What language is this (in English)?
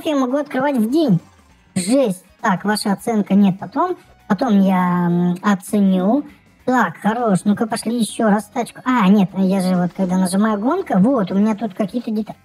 Russian